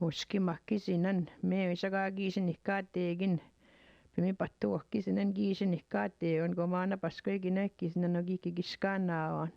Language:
Chippewa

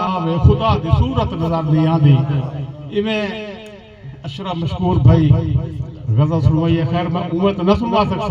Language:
Saraiki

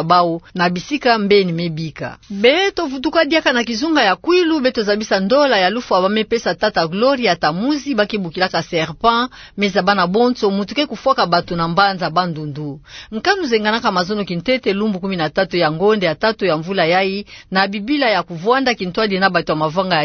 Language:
Kituba (Democratic Republic of Congo)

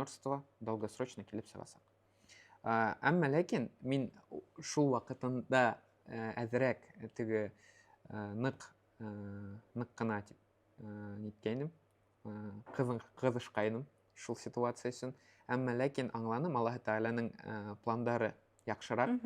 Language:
Bashkir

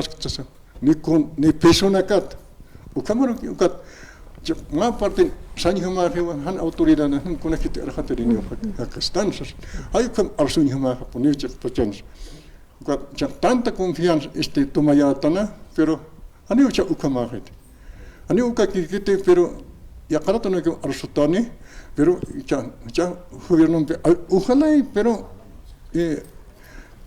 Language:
Aymara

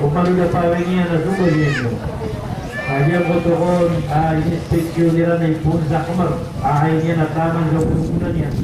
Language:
Maranao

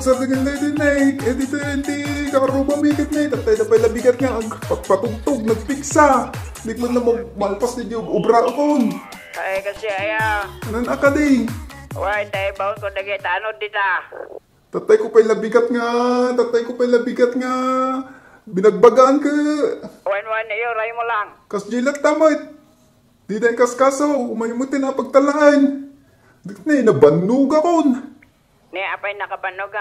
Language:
Iloko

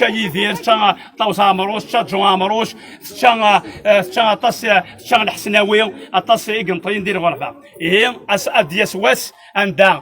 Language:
Kabyle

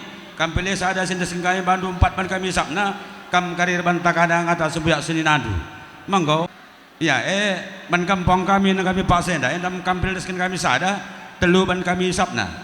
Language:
Batak Karo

